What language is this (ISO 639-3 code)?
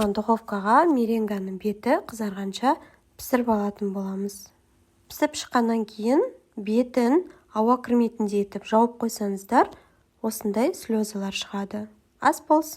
kaz